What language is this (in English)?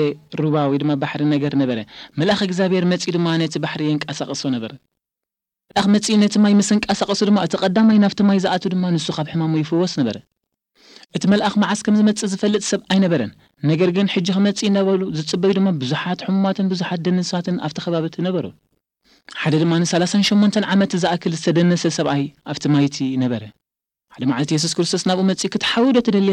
Tigrinya